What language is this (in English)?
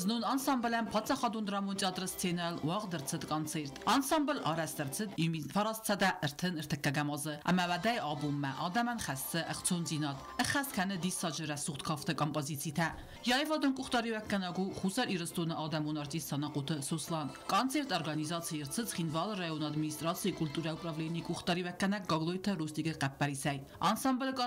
Ossetic